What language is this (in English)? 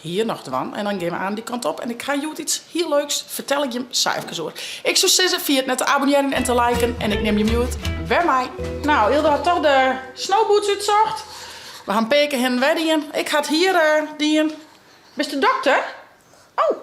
Western Frisian